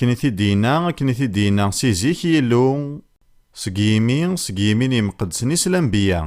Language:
Kabyle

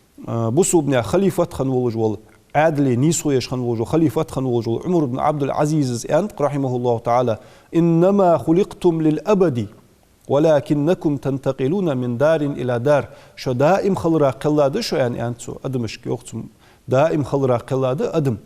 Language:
Ingush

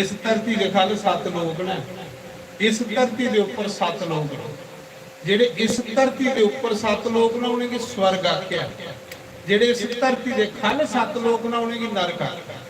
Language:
Dogri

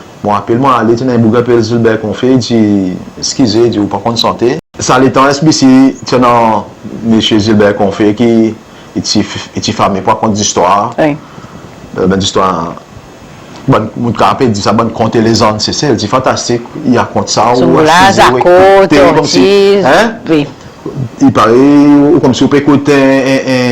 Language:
Seselwa Creole French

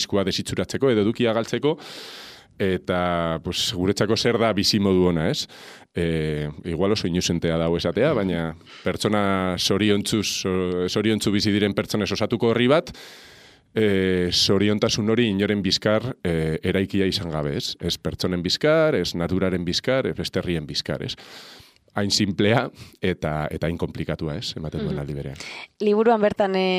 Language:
Basque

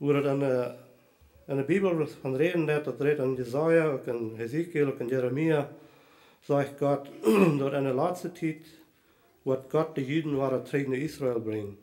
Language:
Plautdietsch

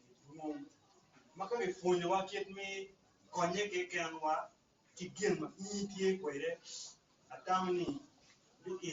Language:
Acoli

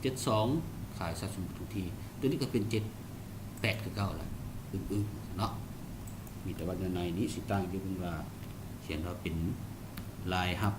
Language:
Lao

